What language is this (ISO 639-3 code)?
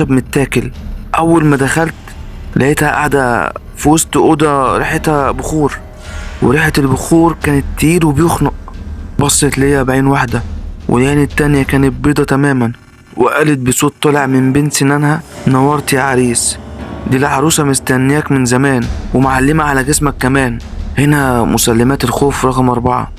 arz